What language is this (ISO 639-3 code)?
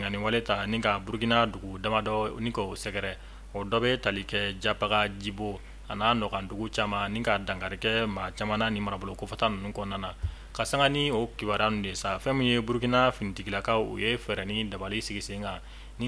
bam